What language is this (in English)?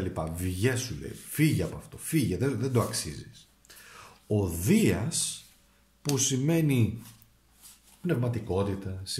Greek